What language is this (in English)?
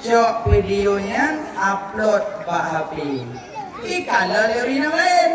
Achinese